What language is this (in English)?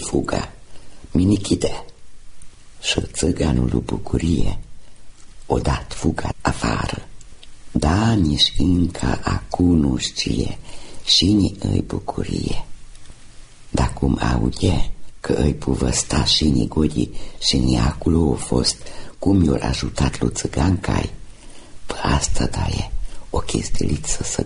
Romanian